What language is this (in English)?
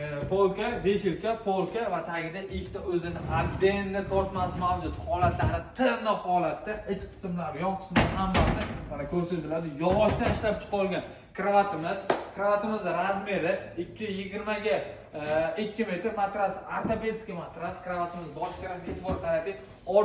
Uzbek